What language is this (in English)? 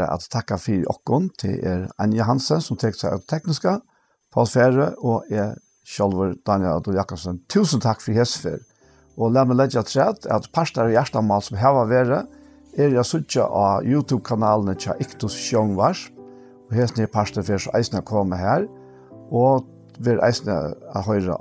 Faroese